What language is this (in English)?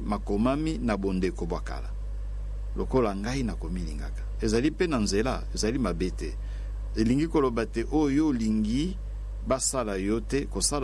Lingala